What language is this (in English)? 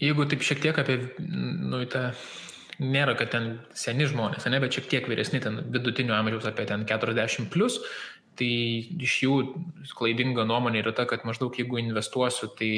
Lithuanian